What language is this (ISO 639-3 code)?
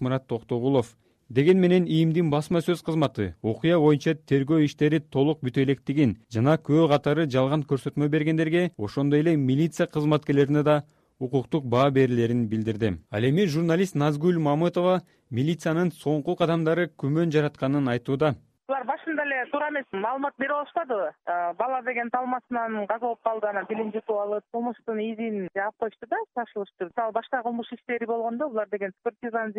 kir